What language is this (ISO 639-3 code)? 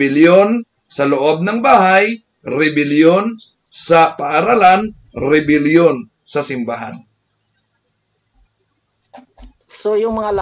fil